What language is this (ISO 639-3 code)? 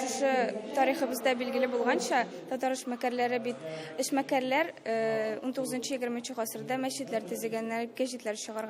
tat